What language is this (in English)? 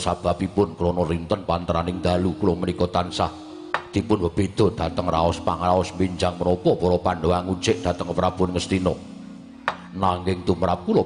Javanese